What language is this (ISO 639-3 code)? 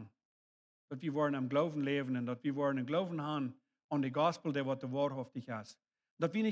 pdt